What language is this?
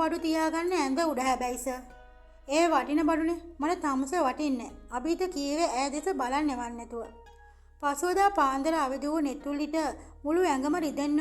Sinhala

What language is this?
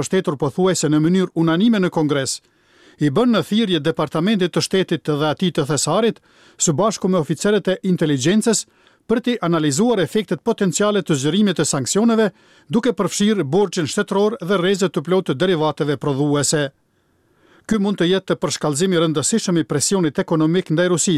Albanian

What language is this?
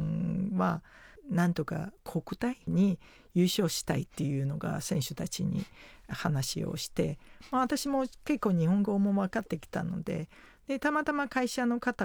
Japanese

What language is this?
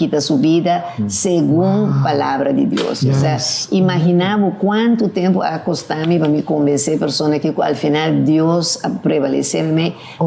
Papiamento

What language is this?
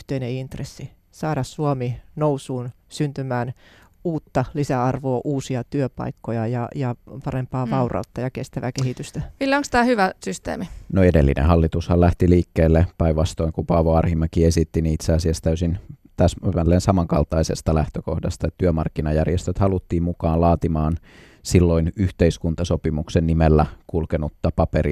Finnish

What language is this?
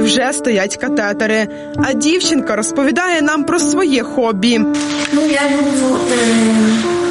Ukrainian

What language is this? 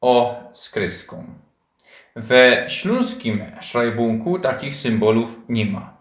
Silesian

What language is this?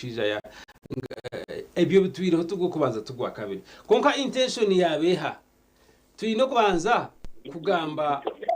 Nyankole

